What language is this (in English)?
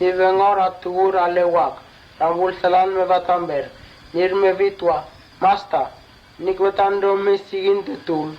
Mota